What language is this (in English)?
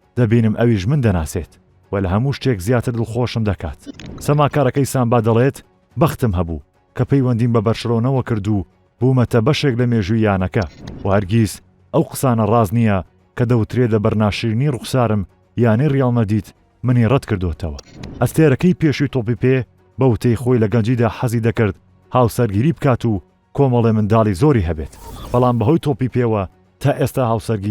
Central Kurdish